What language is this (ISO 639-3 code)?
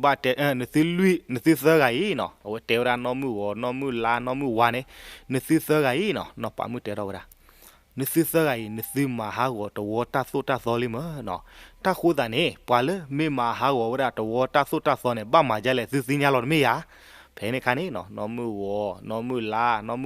ksw